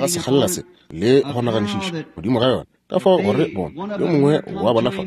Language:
Northern Sotho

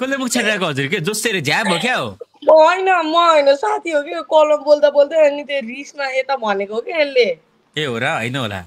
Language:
Nepali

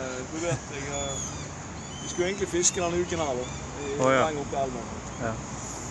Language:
Norwegian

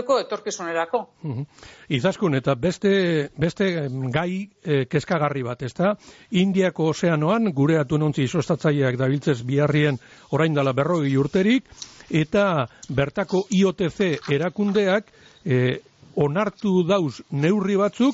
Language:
Basque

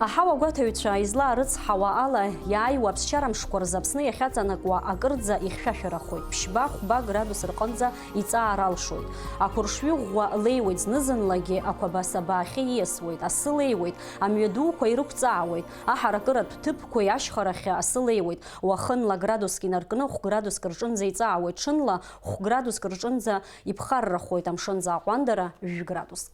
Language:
Abkhazian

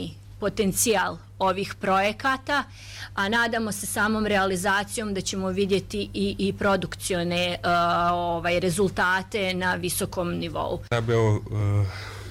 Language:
Bosnian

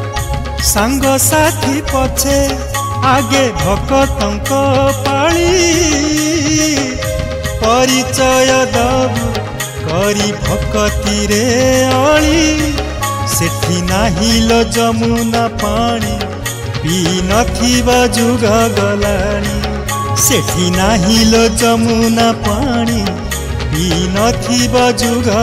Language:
Odia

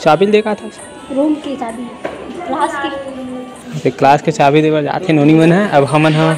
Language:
Chhattisgarhi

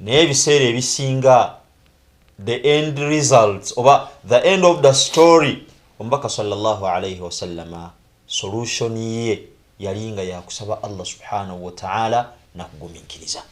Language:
Ganda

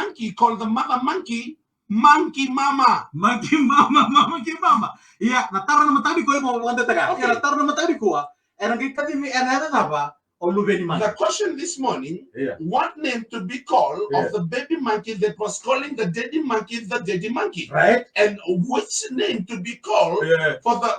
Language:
Fijian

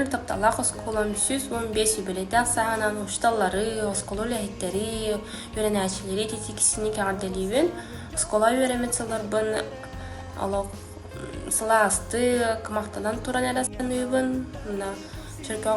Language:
Yakut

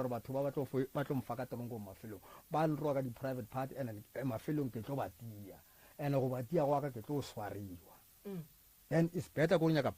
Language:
Northern Sotho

